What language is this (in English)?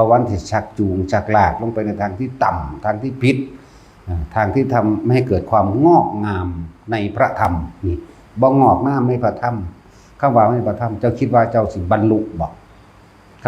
Northeastern Thai